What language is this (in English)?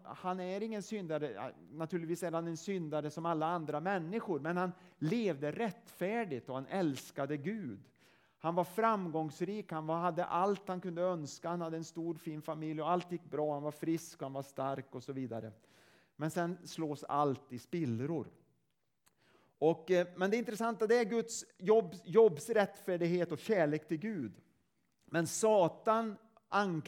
Swedish